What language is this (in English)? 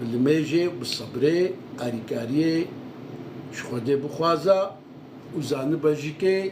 Kurdish